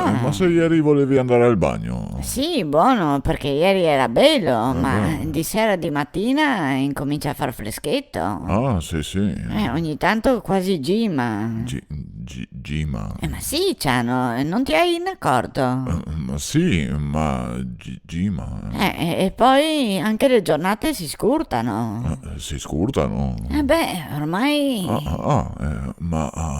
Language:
Venetian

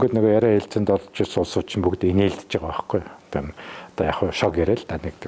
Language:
Mongolian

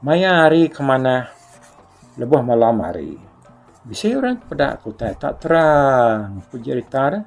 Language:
Iban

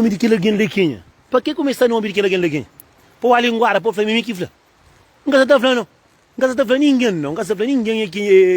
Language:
Kabuverdianu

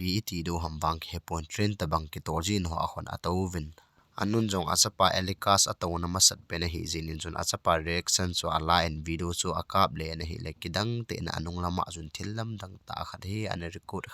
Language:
Thado Chin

